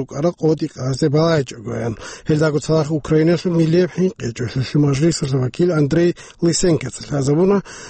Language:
Avaric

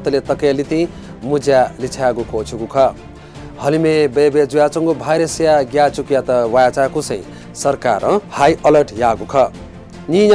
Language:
Newari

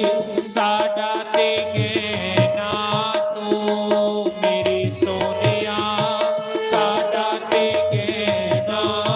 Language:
Dogri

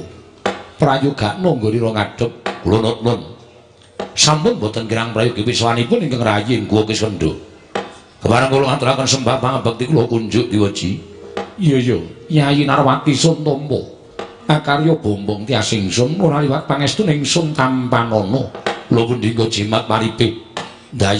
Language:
Javanese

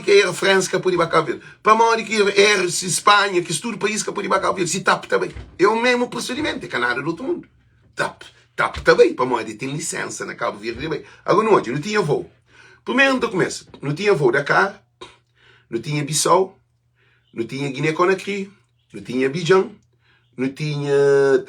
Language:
Kabuverdianu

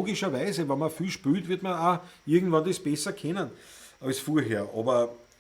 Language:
Bavarian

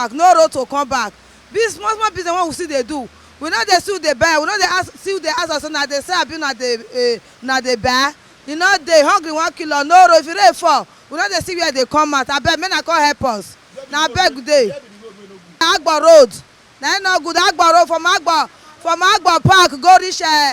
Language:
Nigerian Pidgin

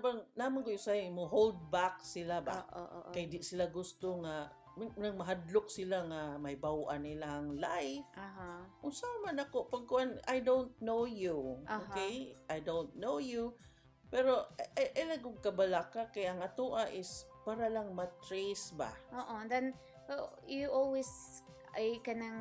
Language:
Cebuano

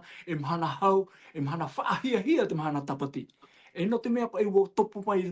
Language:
Tahitian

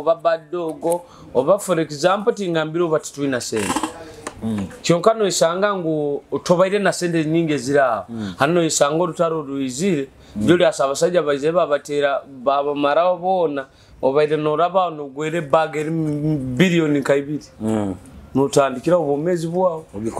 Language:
Nyoro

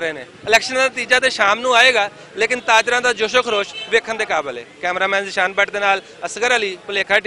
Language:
Western Panjabi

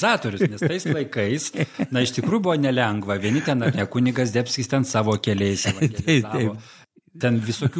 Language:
Lithuanian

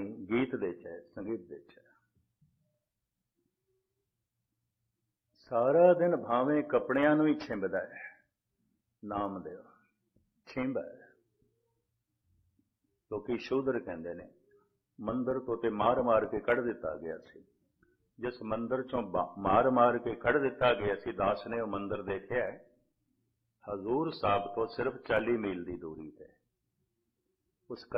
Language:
Punjabi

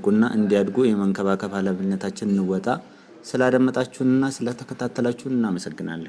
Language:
Amharic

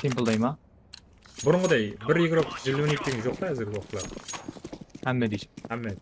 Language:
Kara-Kalpak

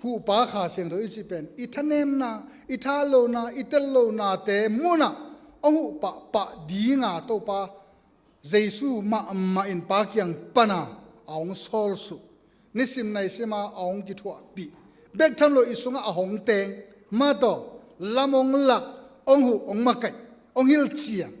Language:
Tedim Chin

